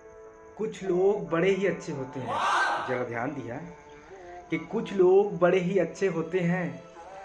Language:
Chhattisgarhi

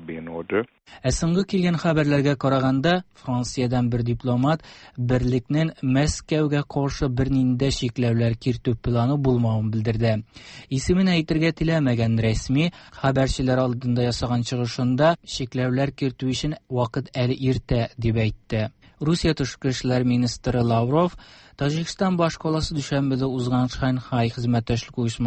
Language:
Tatar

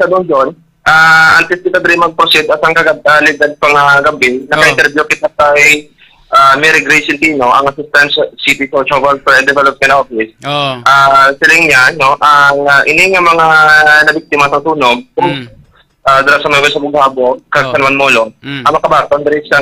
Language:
Hiligaynon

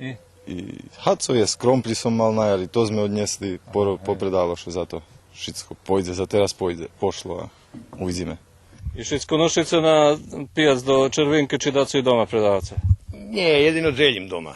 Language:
Rusyn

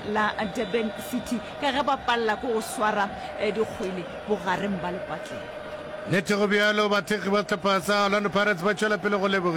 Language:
Northern Sotho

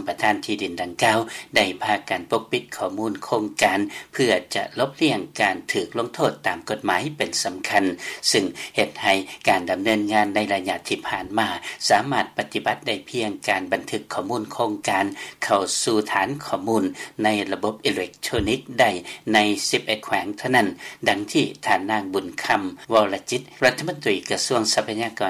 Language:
Lao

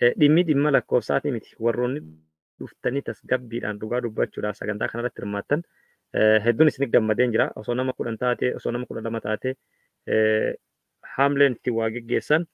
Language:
Oromo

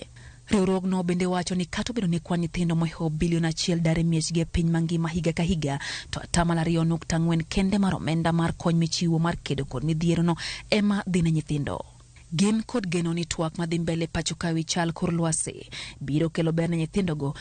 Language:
Luo (Kenya and Tanzania)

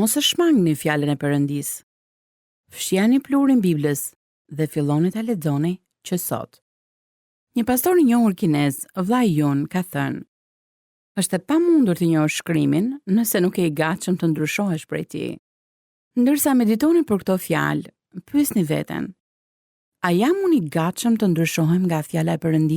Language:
Albanian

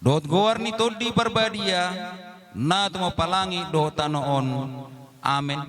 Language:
Batak Toba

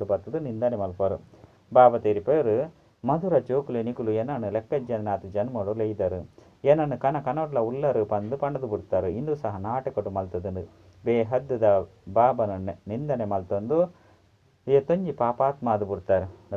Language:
Tulu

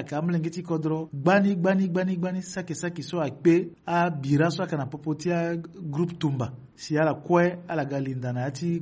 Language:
Sango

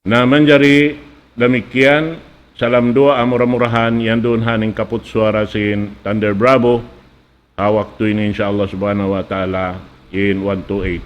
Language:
Tausug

